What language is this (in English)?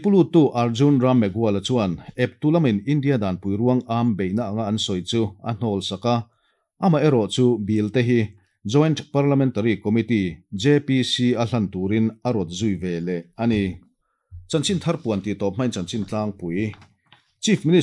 Mizo